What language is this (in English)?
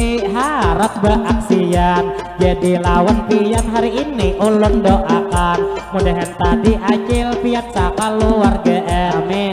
Banjar